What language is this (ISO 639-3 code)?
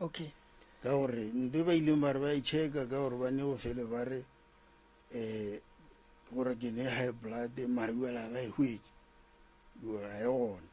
nso